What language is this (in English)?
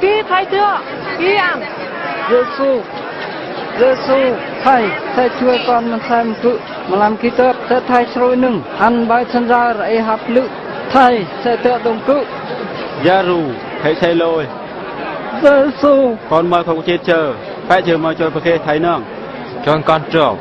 Eastern Bru